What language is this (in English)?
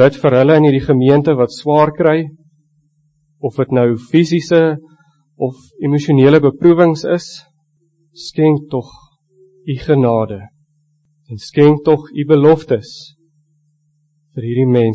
Afrikaans